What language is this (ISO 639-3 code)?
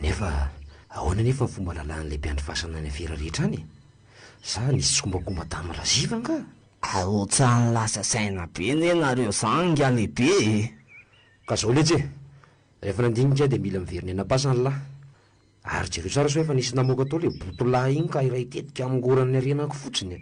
mlg